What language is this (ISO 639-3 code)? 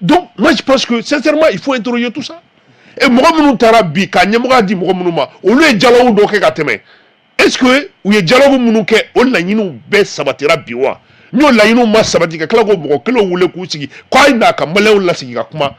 bam